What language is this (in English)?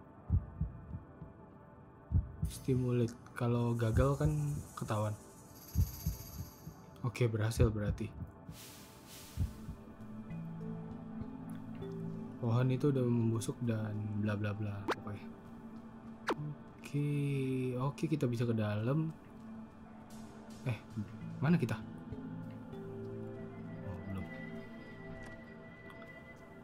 Indonesian